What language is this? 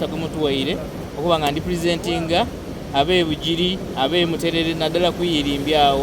Soga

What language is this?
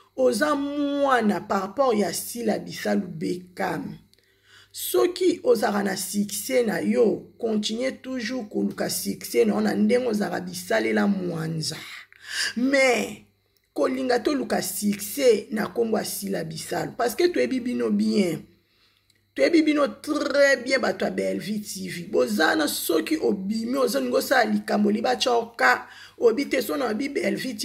Lingala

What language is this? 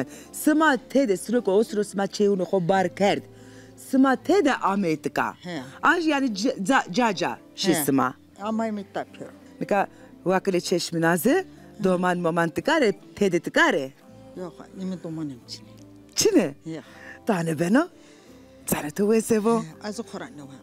Zaza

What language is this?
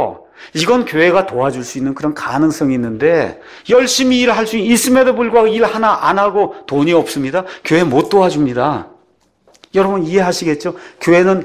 Korean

